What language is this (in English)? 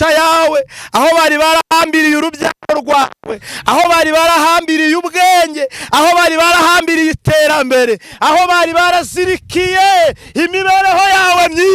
Kinyarwanda